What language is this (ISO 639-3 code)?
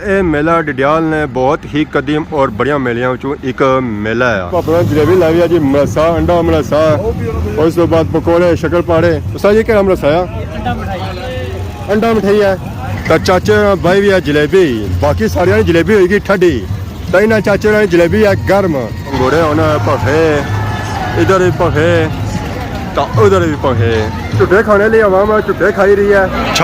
phr